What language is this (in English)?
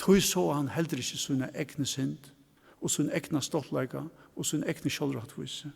Faroese